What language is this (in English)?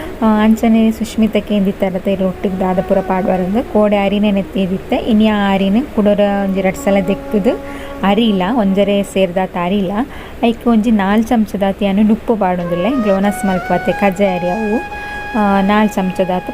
Tulu